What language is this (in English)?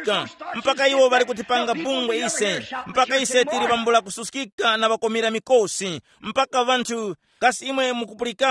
Tumbuka